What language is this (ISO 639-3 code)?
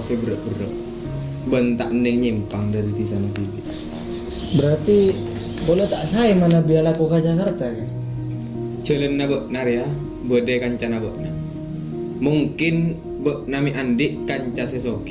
mad